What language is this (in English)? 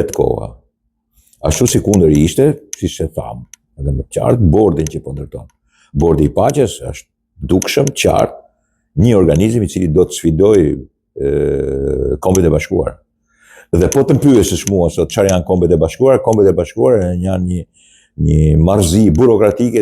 Albanian